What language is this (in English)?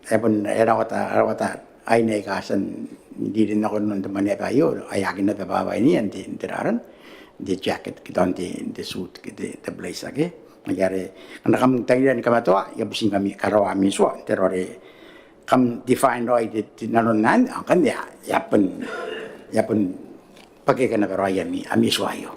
Gilbertese